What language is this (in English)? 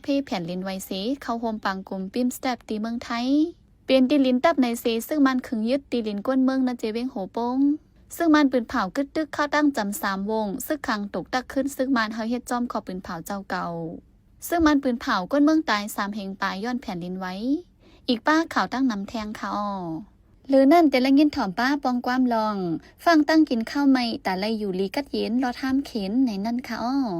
Shan